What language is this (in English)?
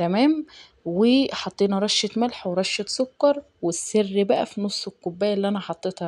Egyptian Arabic